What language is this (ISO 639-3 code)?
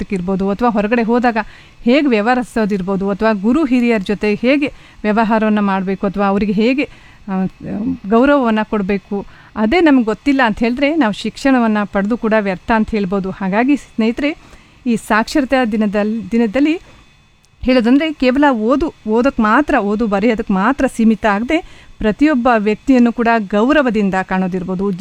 kan